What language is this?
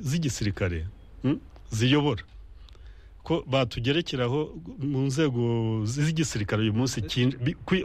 Kinyarwanda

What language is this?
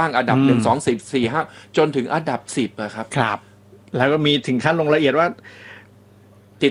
Thai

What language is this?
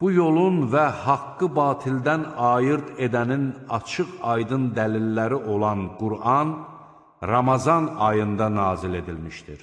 Azerbaijani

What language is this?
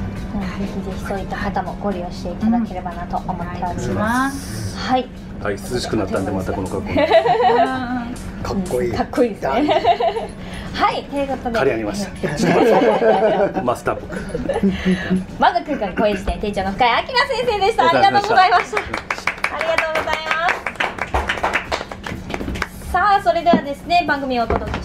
Japanese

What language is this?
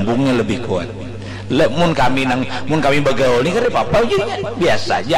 Banjar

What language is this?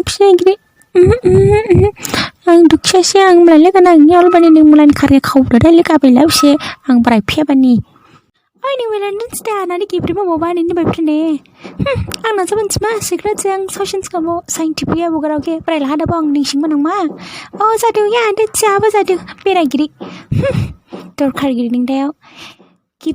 Dimasa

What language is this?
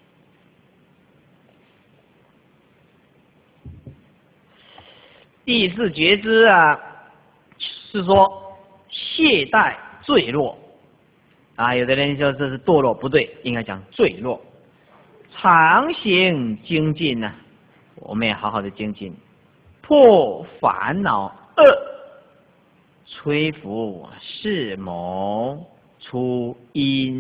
Chinese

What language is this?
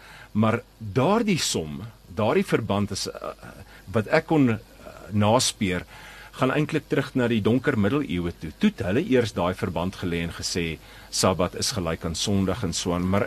Afrikaans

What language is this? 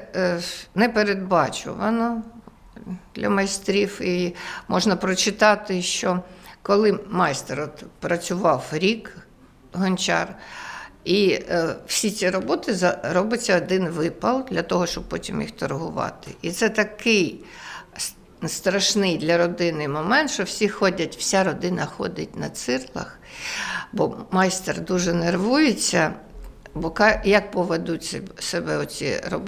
Ukrainian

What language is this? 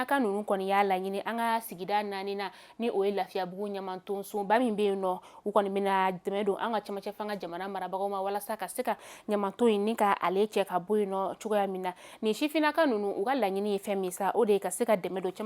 Bambara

